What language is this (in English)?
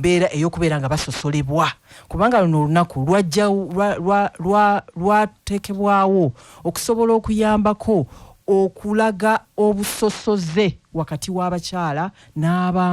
Ganda